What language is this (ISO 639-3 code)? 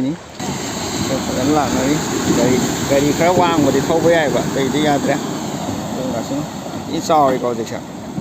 mni